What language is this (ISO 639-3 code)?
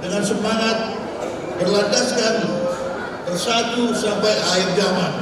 bbc